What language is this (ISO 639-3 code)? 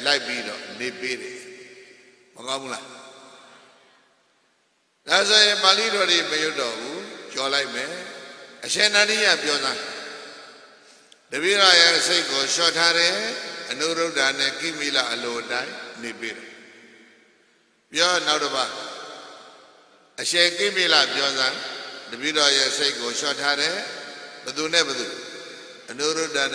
mya